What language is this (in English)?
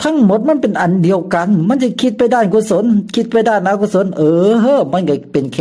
Lao